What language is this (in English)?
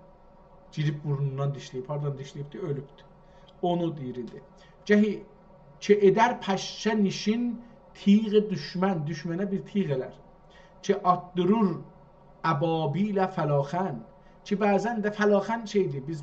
South Azerbaijani